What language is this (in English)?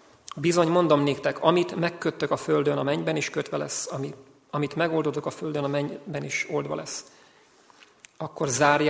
Hungarian